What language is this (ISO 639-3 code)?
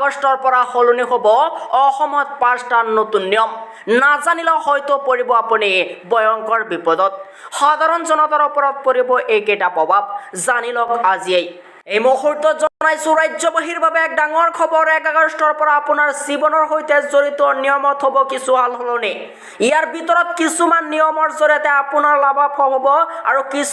asm